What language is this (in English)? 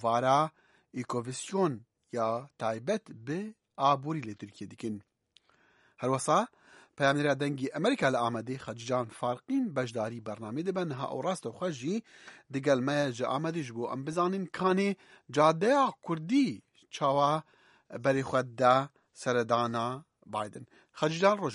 Kurdish